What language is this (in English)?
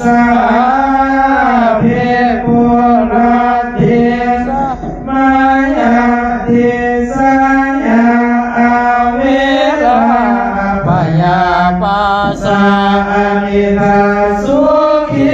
Pali